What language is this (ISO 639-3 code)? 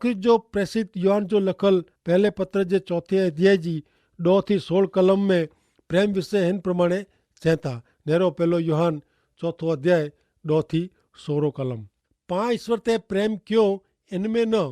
kfr